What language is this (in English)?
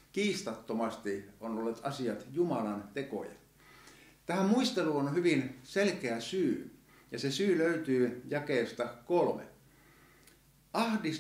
Finnish